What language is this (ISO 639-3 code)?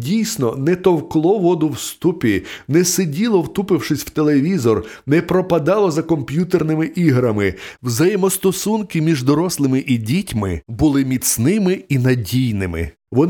ukr